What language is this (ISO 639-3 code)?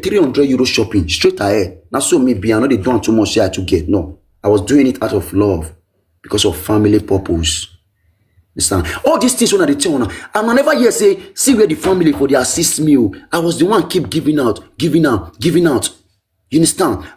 pcm